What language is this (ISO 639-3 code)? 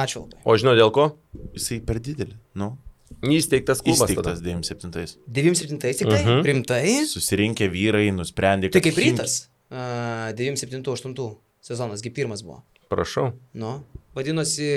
lit